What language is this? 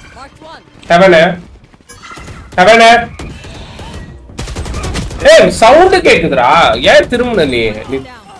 Tamil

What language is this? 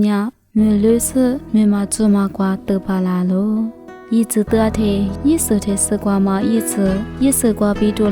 Lisu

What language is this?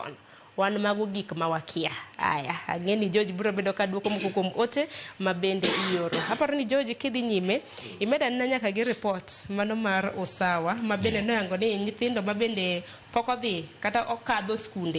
Luo (Kenya and Tanzania)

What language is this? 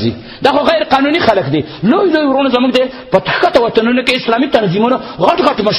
Pashto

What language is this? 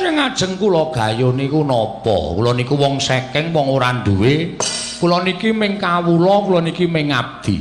Javanese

